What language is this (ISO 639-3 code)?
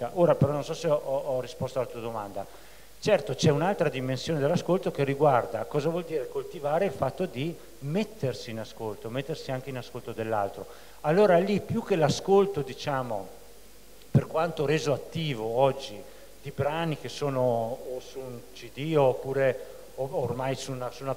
ita